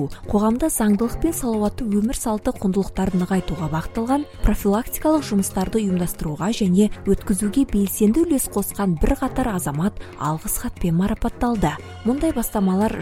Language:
Kazakh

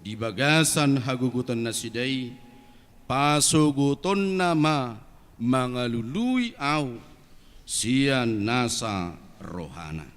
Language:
Batak Toba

